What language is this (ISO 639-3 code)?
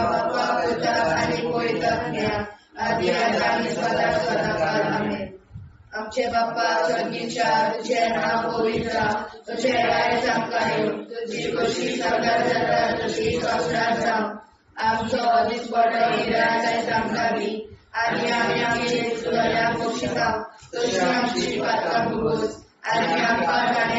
kok